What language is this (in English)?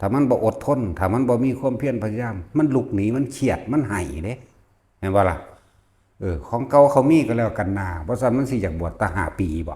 Northeastern Thai